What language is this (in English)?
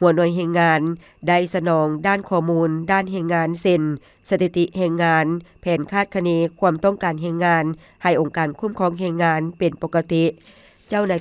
Lao